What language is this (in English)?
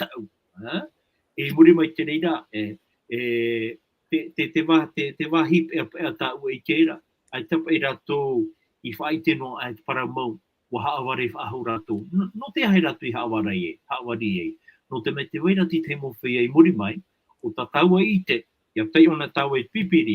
Tahitian